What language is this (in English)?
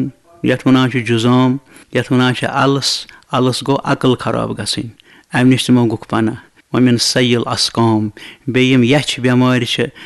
Kashmiri